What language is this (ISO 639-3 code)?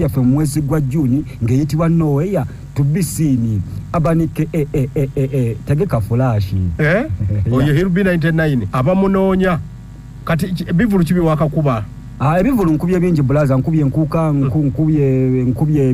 lug